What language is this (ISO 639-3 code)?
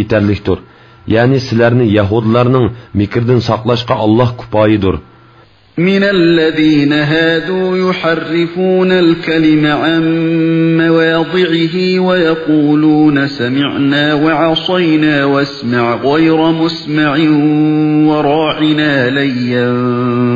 uig